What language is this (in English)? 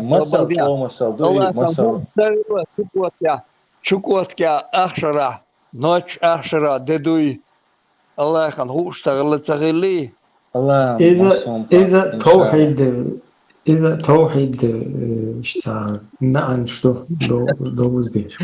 Chechen